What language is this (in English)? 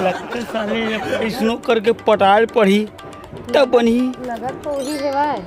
Chhattisgarhi